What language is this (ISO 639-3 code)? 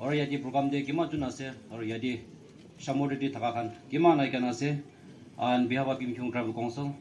nag